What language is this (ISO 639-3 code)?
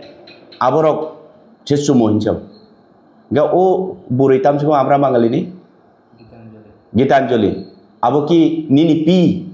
trp